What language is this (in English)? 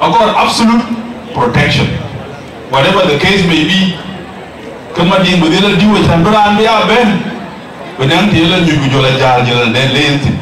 Dinka